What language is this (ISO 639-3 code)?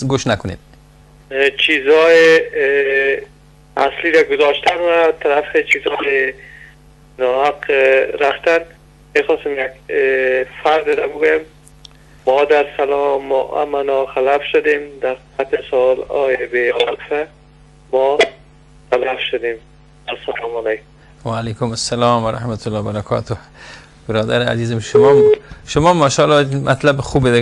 fas